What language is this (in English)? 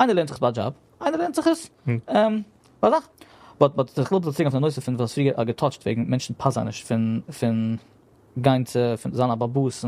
Yiddish